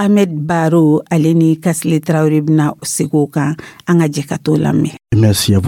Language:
Dyula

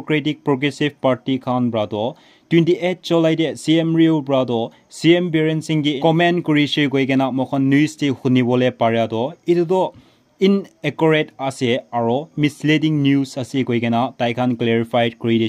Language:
Naga Pidgin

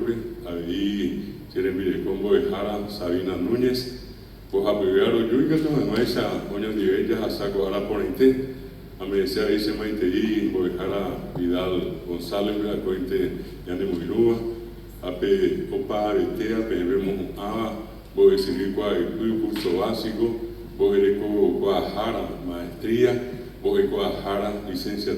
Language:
Guarani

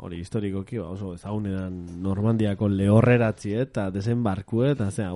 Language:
Basque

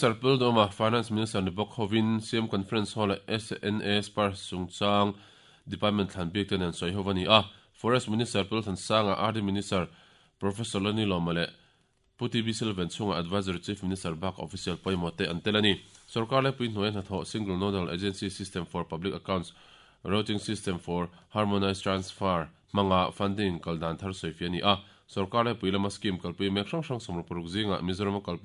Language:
Mizo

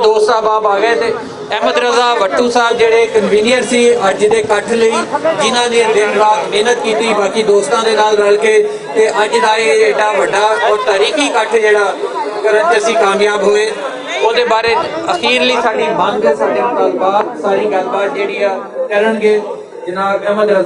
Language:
Western Panjabi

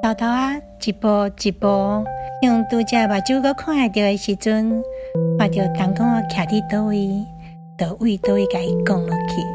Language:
Min Nan Chinese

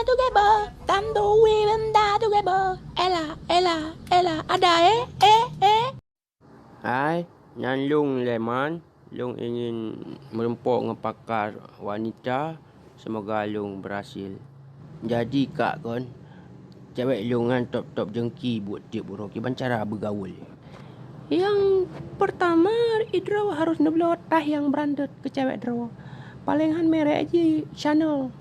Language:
Achinese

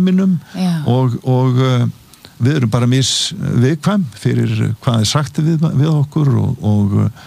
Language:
Icelandic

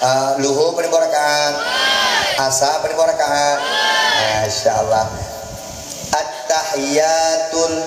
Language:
Achinese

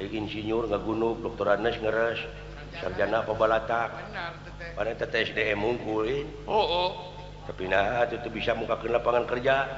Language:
Sundanese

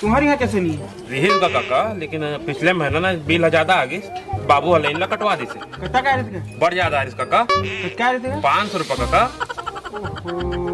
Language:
Chhattisgarhi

